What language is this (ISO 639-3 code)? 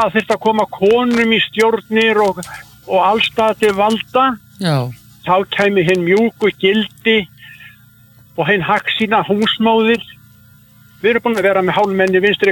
isl